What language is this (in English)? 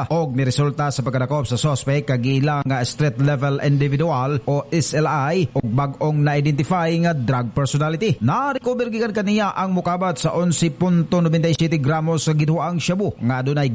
Cebuano